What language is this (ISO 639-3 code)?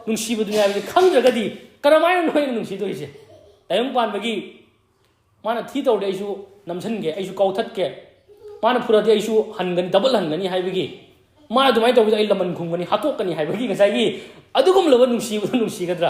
mni